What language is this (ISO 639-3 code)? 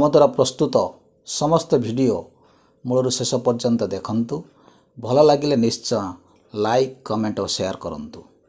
ori